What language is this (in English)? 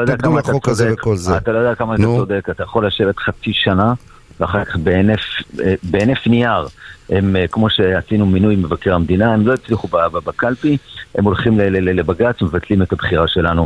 Hebrew